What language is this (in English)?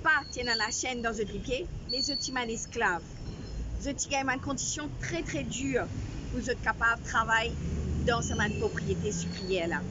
Morisyen